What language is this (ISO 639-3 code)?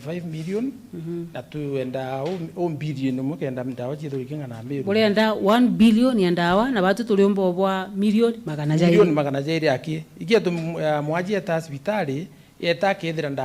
mer